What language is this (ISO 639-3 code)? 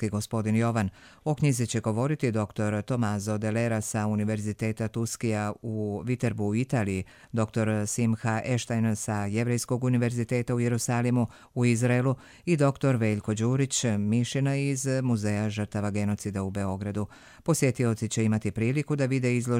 hrv